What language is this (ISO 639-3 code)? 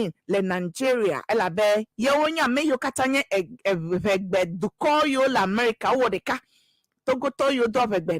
ewe